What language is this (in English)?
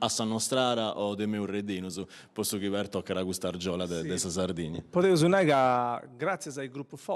Sardinian